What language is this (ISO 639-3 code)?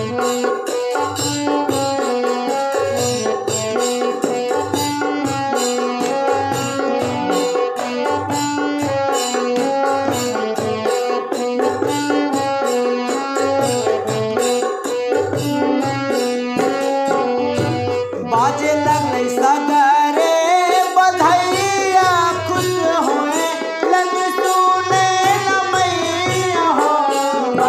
bho